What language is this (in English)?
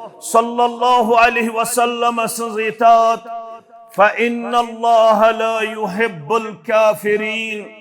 Kashmiri